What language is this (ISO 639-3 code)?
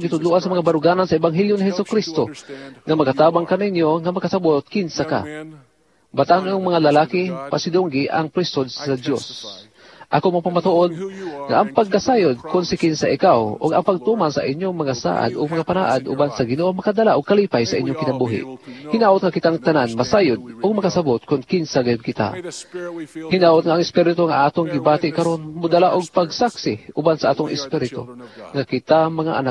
ceb